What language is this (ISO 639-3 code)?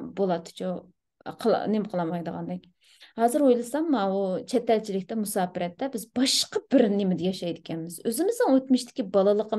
uig